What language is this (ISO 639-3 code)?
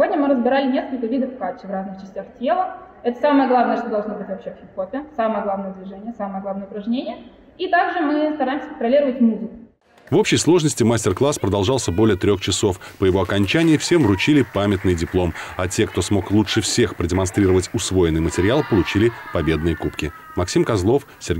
rus